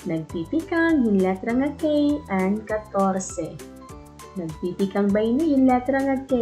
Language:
Waray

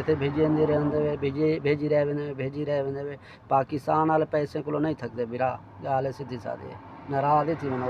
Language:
Saraiki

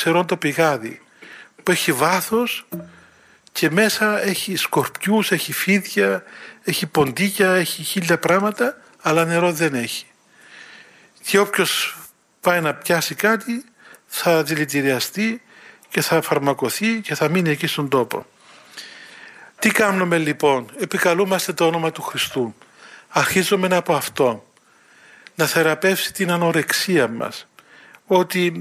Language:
Greek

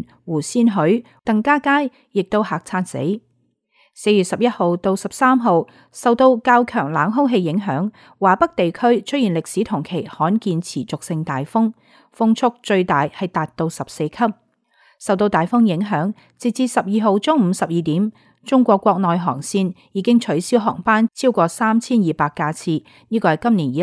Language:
Cantonese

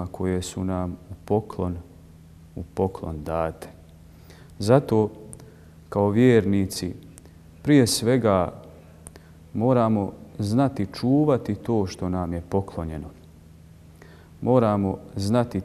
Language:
Bosnian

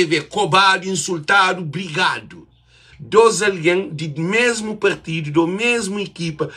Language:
Kabuverdianu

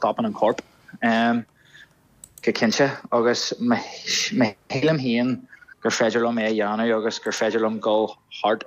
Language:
Irish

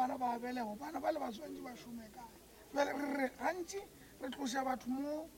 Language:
Northern Sotho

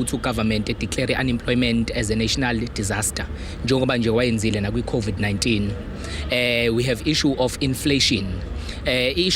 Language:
Zulu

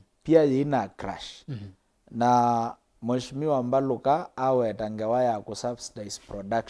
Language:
Kamba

